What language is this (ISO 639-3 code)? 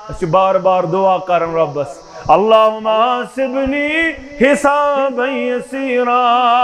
kas